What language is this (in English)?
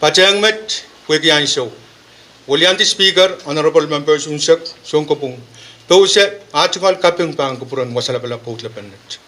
Pohnpeian